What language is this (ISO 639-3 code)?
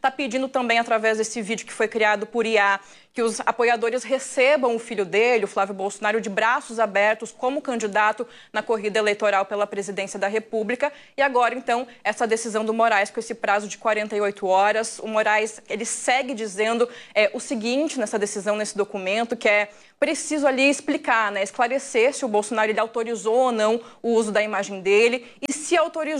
por